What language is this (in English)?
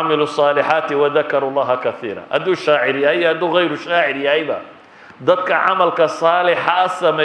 Somali